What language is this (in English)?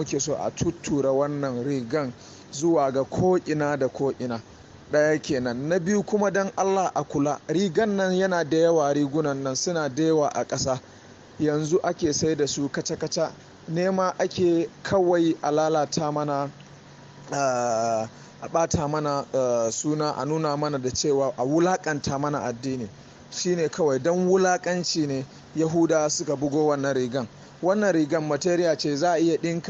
Hausa